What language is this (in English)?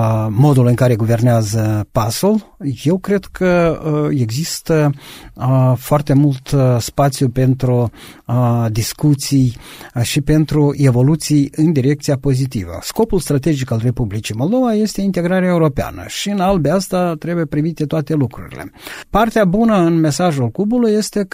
Romanian